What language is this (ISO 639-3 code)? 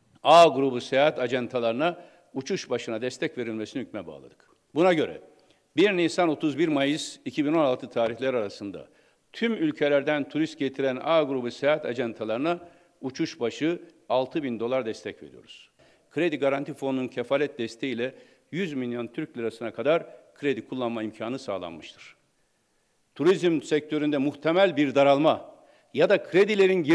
tur